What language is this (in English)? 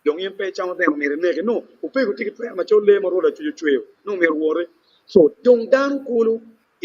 Acoli